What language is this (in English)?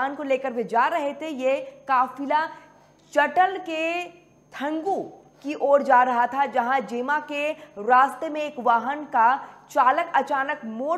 Hindi